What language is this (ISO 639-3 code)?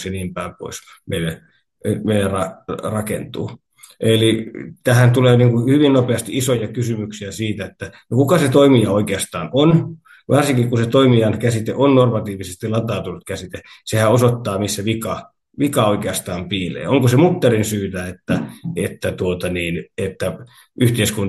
fin